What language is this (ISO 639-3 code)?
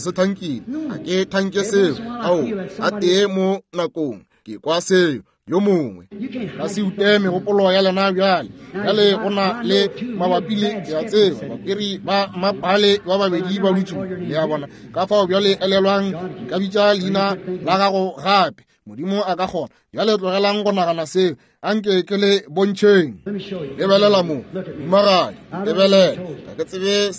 nso